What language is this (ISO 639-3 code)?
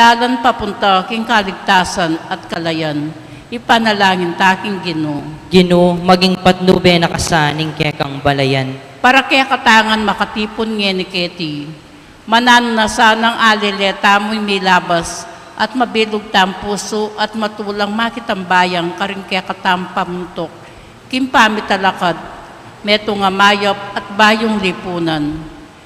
pam